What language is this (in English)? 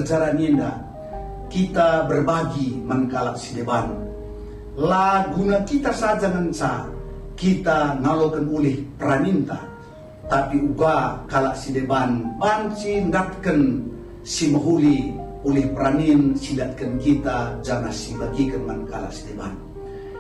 Batak Karo